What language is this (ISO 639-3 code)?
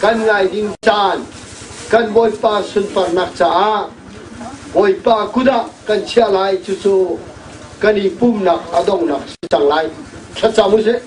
cnh